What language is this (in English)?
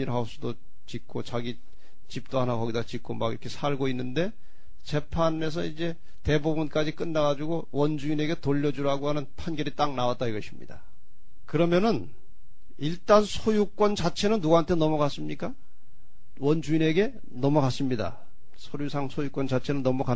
Korean